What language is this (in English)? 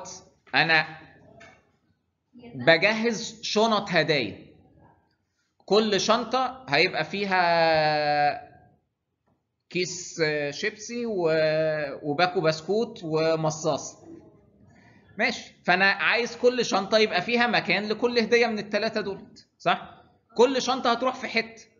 Egyptian Arabic